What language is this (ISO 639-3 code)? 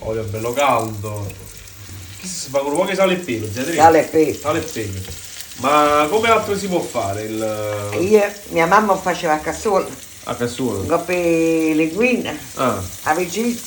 nap